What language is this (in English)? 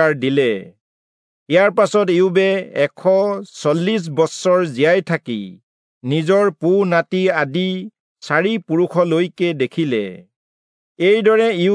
Assamese